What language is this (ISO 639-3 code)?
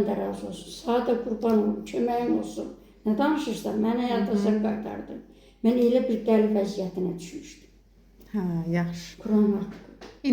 aze